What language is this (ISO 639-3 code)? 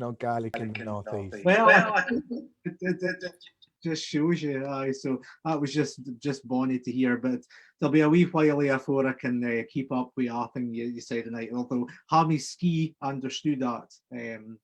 sco